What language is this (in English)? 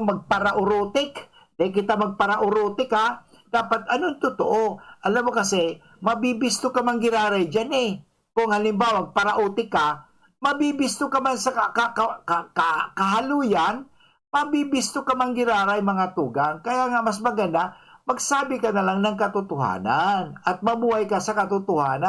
Bikol